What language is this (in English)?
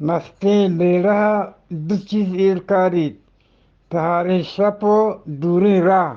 Eastern Balochi